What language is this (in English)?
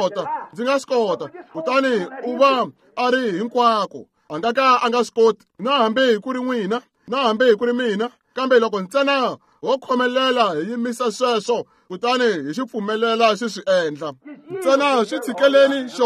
Tsonga